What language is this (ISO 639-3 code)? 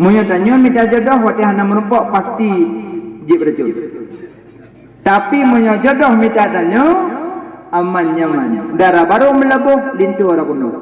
ace